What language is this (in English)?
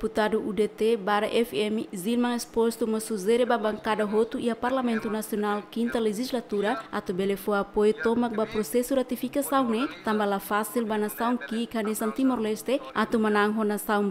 Tetum